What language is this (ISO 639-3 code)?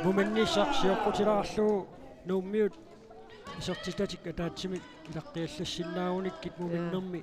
kal